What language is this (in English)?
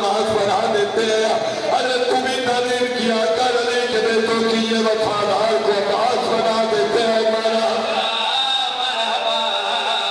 Urdu